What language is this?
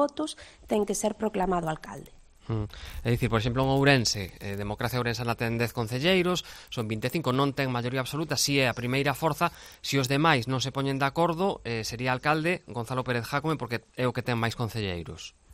Galician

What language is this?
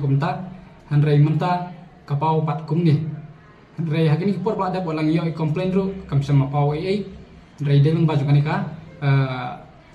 Khasi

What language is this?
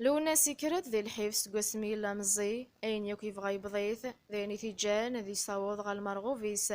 Kabyle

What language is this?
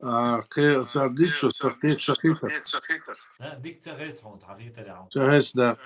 Chechen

